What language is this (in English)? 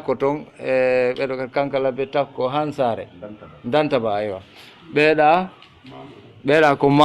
Fula